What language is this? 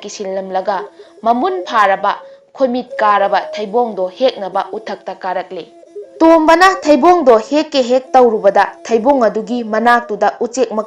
Manipuri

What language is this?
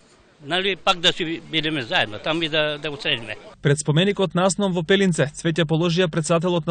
Macedonian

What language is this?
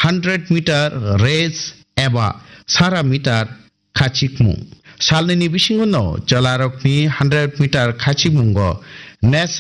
Kok Borok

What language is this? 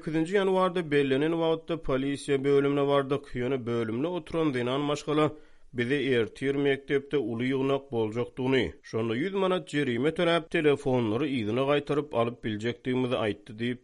Turkmen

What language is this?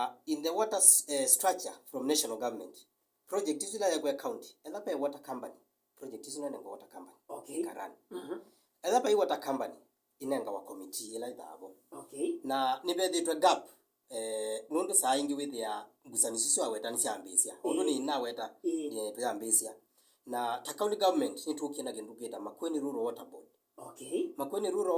Kamba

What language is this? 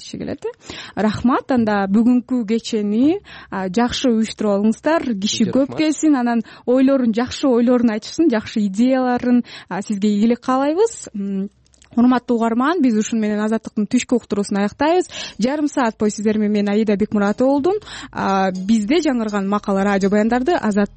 Kyrgyz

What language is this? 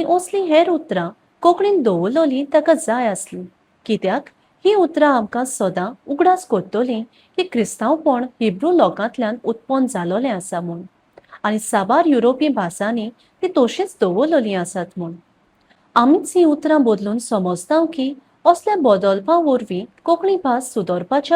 Konkani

